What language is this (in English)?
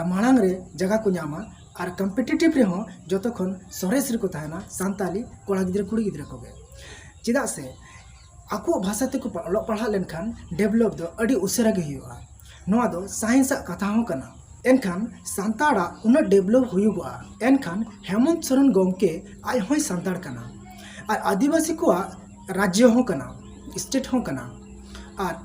Santali